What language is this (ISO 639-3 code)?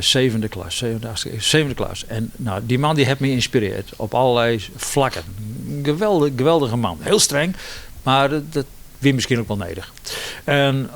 fry